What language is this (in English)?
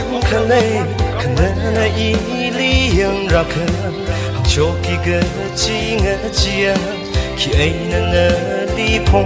Tangkhul Naga (India)